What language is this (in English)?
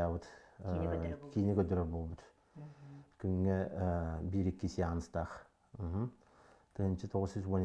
Yakut